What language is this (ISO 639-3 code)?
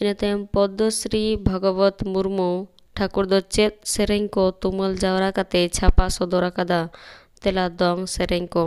sat